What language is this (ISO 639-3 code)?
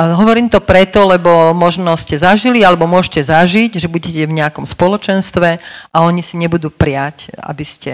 slk